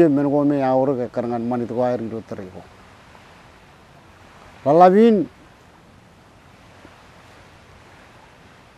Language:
Marshallese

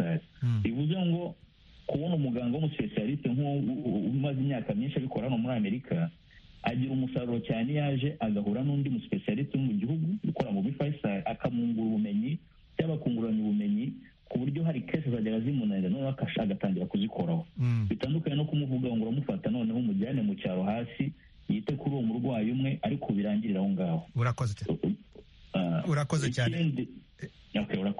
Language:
Kinyarwanda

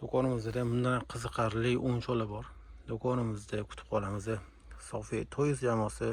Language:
Uzbek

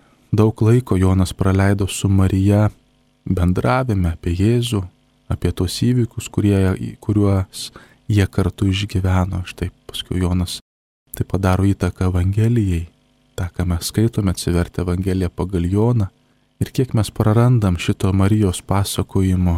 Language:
Lithuanian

